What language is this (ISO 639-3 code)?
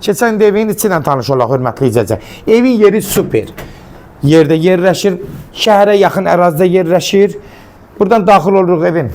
aze